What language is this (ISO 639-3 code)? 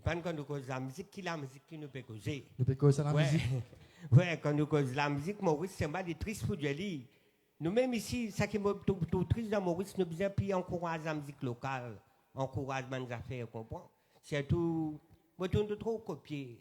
mfe